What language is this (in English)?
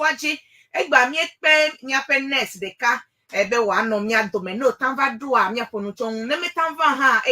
Ewe